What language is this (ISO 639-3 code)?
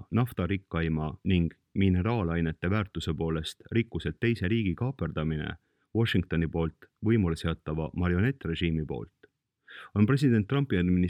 est